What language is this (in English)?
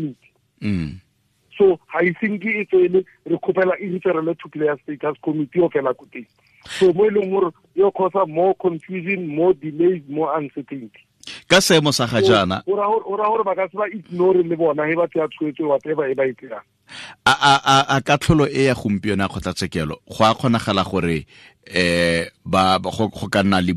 Tswana